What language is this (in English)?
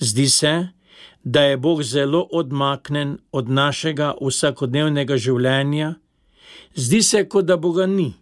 Slovenian